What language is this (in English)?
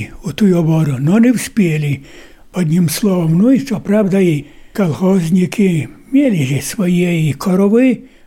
Ukrainian